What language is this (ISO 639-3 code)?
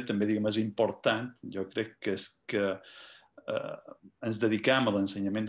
cat